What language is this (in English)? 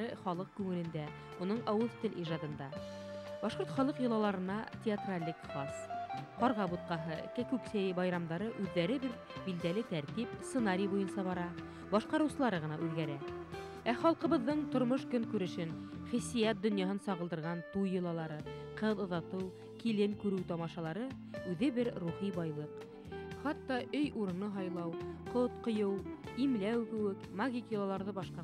Bashkir